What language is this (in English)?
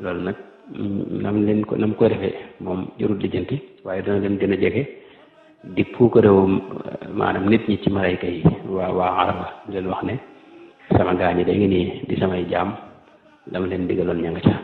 Wolof